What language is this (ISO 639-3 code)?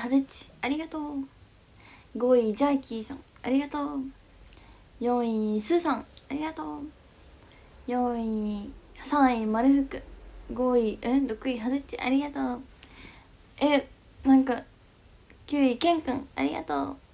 jpn